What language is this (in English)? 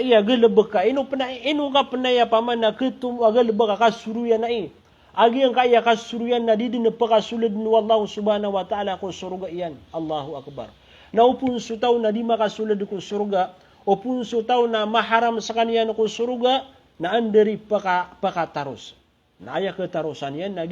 Maranao